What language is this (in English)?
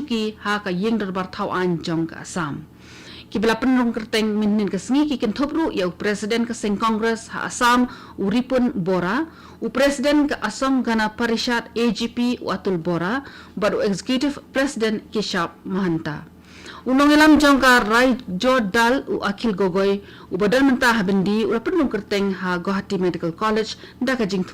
Khasi